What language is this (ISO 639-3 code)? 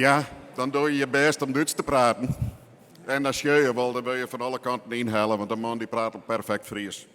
fry